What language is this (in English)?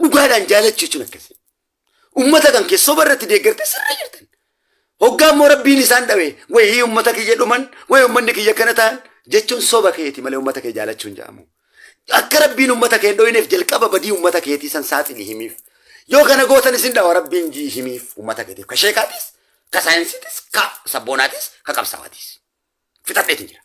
Oromo